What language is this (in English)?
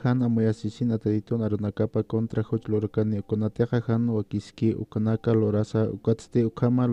Aymara